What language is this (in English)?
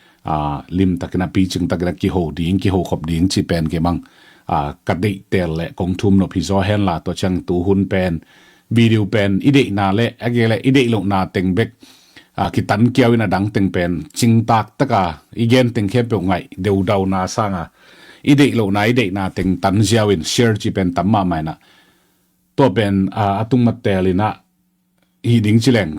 Tedim Chin